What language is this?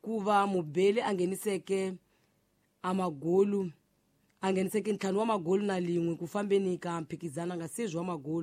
Tsonga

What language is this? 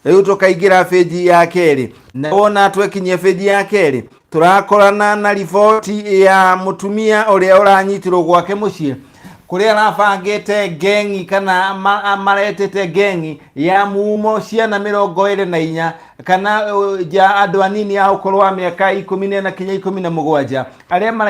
Kikuyu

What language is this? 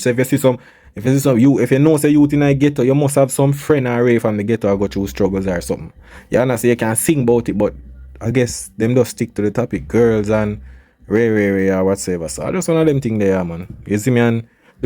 Jamaican Creole English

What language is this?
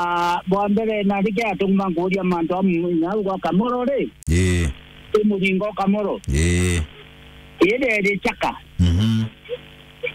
Meru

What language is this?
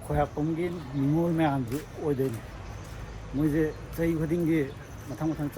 Manipuri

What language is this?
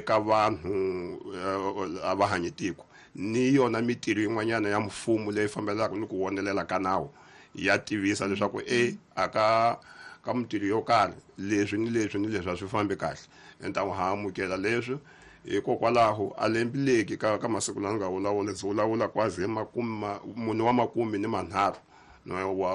Tsonga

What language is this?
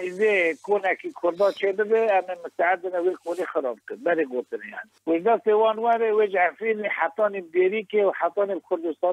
Kurdish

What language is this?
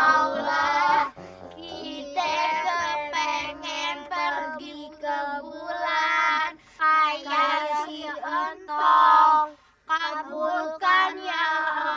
Betawi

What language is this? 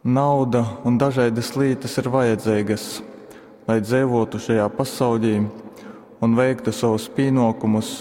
Latgalian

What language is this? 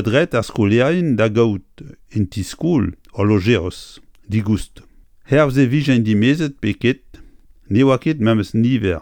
Breton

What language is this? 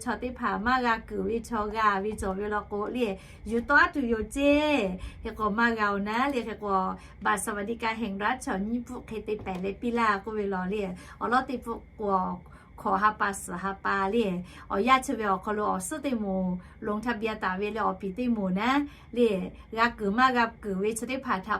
Lahu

